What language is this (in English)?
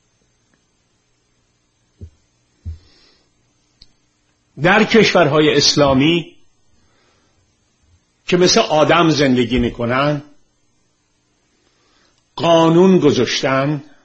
Persian